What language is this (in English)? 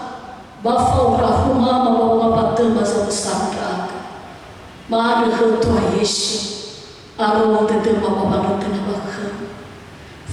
Nias